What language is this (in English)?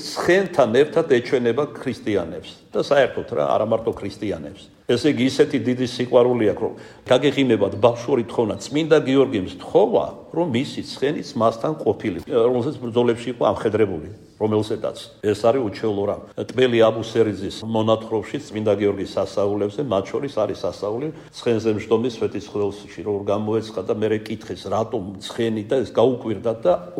Georgian